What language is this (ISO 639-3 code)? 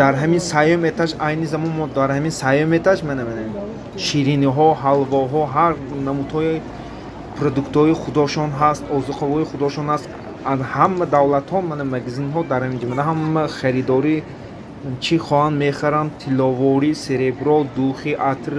tgk